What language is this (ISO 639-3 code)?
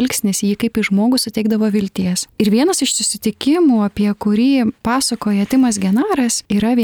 lit